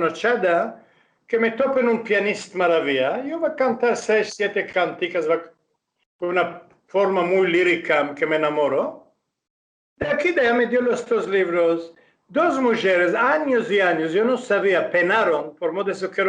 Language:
Ladino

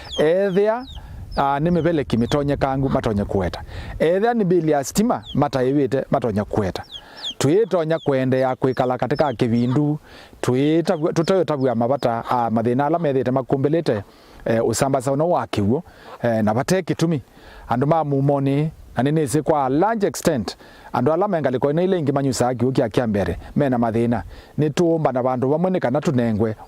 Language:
Kamba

